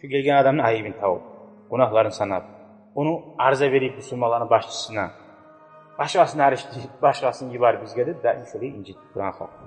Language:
Kumyk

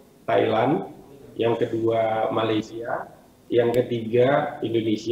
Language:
Indonesian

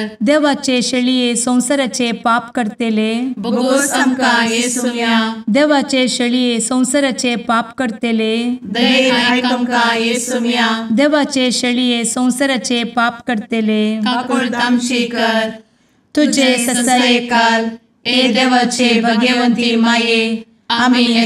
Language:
Konkani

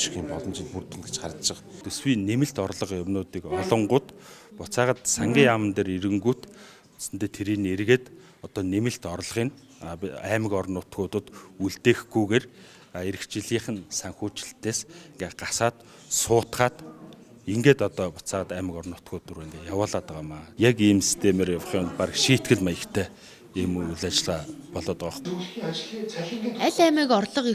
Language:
Mongolian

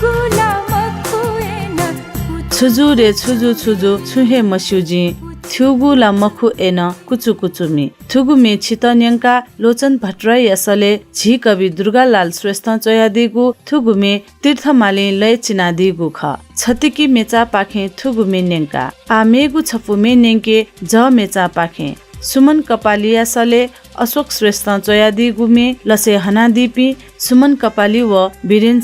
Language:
Newari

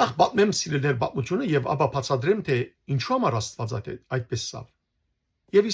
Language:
Western Armenian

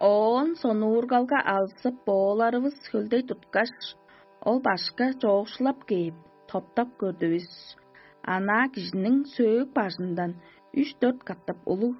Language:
Tuvinian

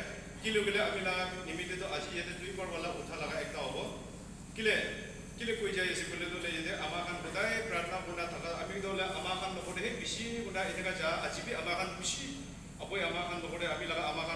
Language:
Naga Pidgin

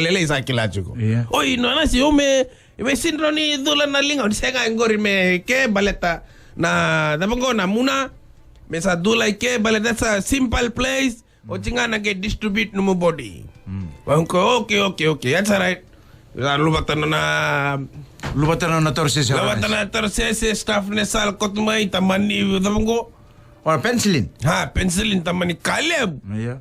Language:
Fijian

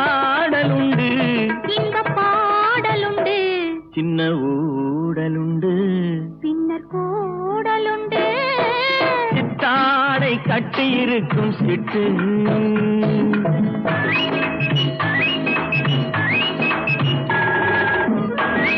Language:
Tamil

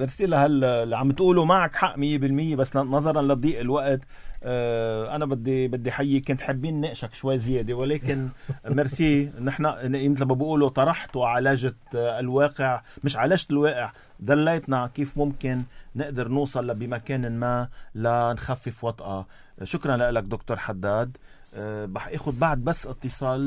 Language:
North Levantine Arabic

